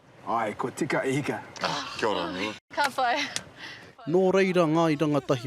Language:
Māori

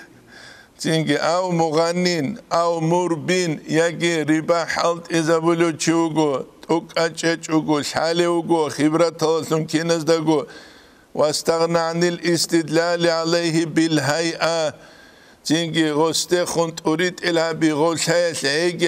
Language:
Avaric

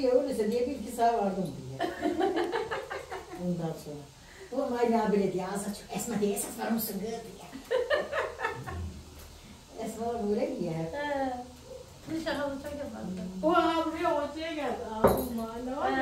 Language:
Turkish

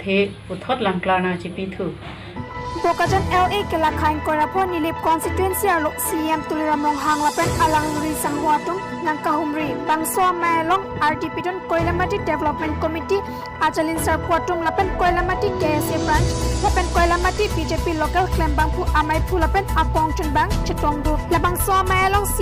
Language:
Karbi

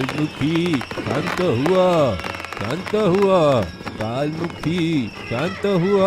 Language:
Odia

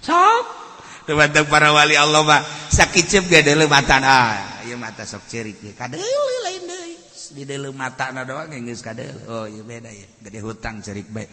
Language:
Sundanese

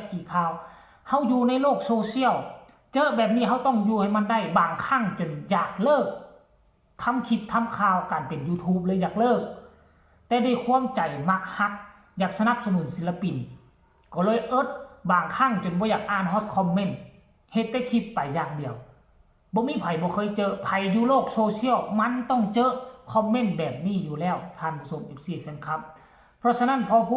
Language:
Lao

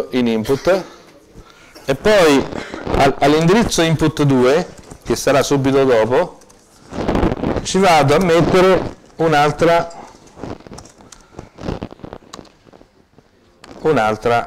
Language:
Italian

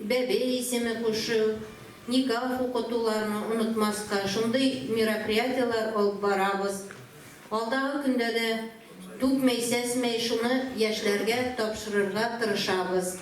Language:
Bashkir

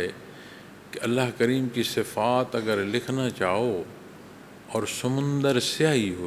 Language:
Urdu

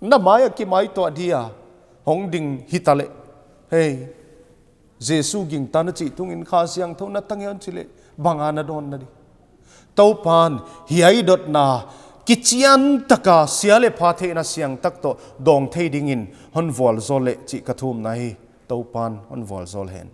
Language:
Paite Chin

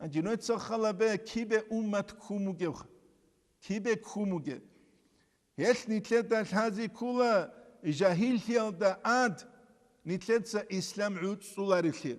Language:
Avaric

